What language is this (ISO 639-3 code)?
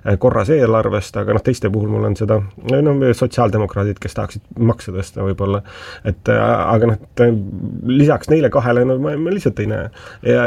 est